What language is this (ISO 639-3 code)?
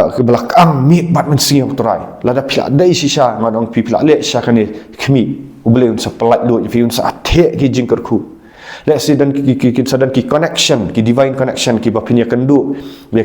kha